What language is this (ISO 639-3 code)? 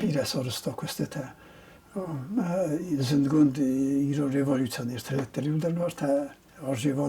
oss